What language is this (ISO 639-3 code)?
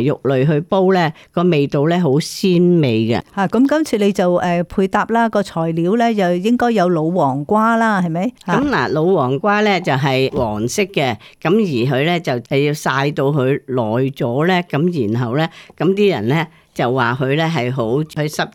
yue